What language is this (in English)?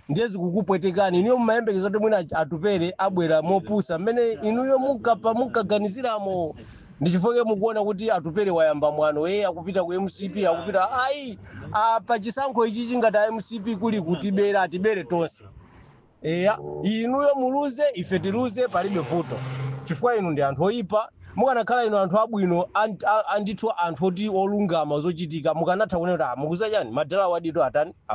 Nyanja